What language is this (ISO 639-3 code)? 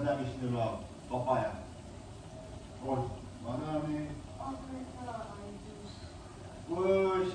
ron